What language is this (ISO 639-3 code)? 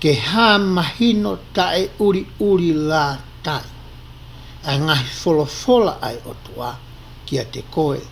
ton